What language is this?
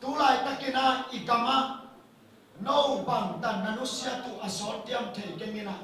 Tedim Chin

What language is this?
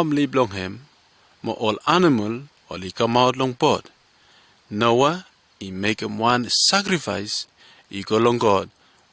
Bislama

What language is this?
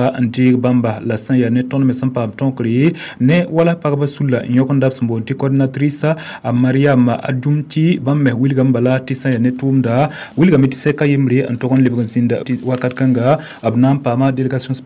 Mossi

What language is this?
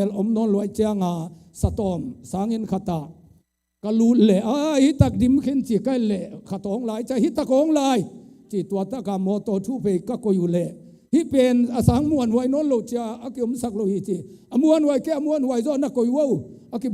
Tedim Chin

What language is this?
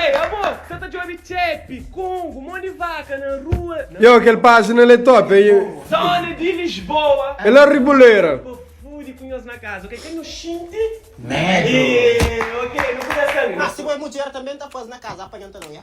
Kabuverdianu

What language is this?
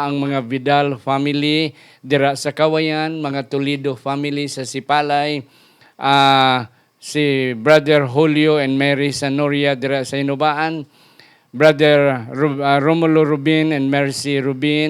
Hiligaynon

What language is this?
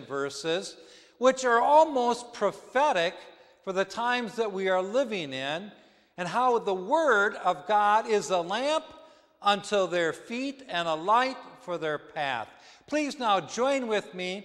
English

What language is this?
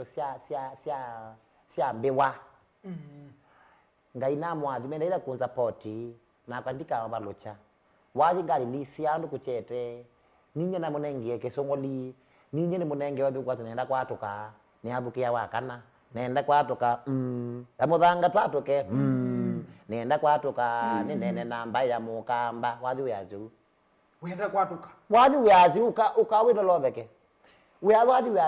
Kamba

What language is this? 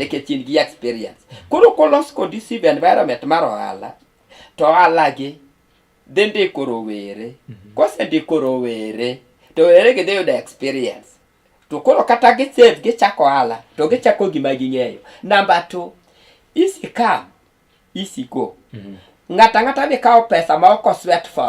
Luo (Kenya and Tanzania)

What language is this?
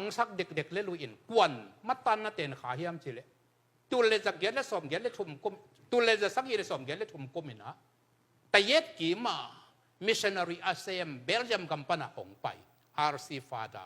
Tedim Chin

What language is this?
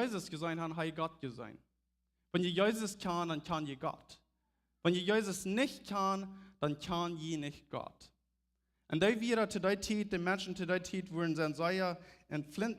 Plautdietsch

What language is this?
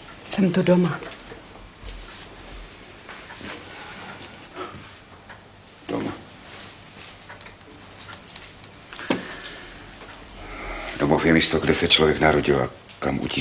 Czech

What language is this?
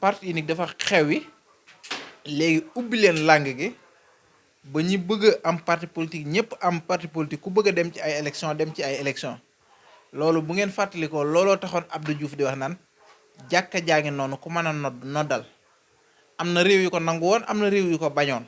Wolof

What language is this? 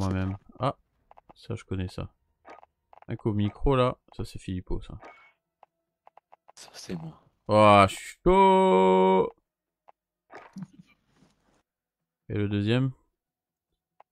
French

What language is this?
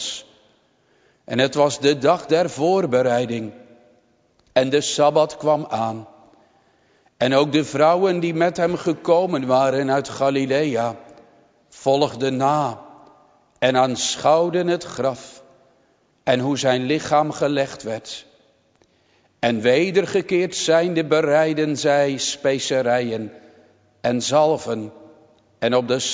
Dutch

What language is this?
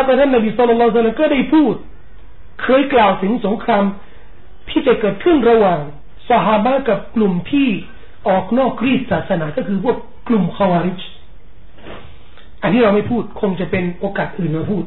Thai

